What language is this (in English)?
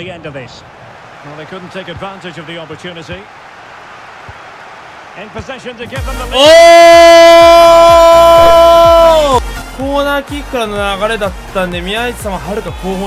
Japanese